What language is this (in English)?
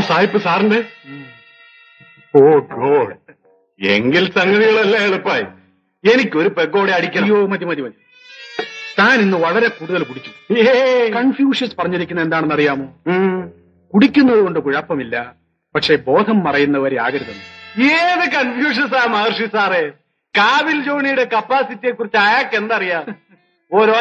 Malayalam